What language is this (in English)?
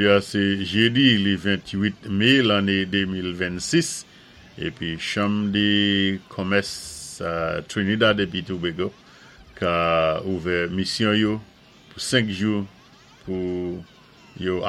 Saint Lucian Creole French